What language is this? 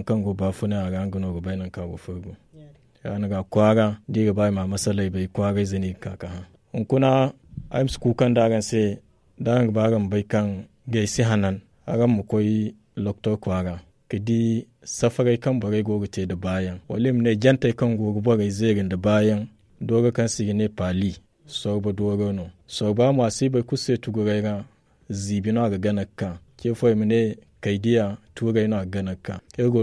Zarma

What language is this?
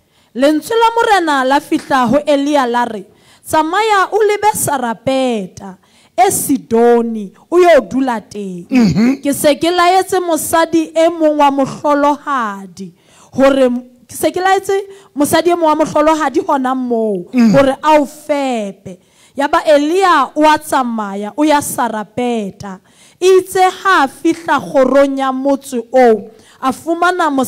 Southern Sotho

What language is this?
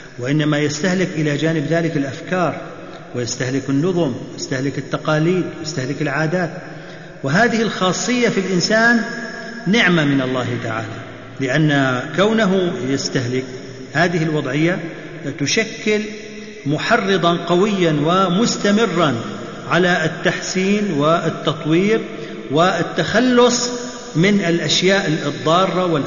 Arabic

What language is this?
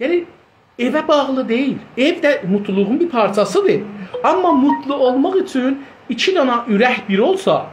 South Azerbaijani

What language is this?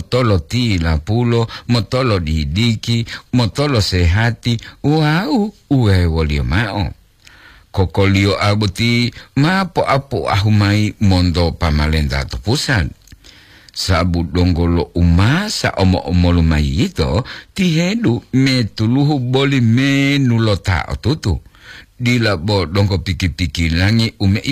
Gorontalo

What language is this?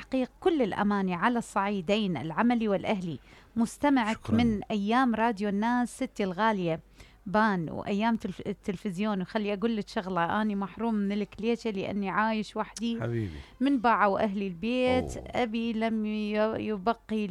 Mesopotamian Arabic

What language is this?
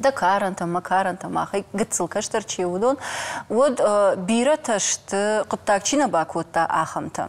Ossetic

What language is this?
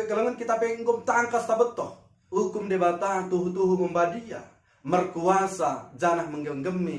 Batak Dairi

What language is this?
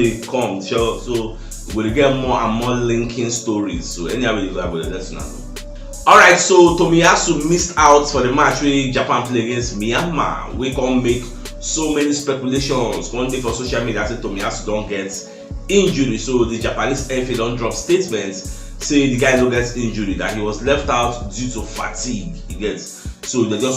Nigerian Pidgin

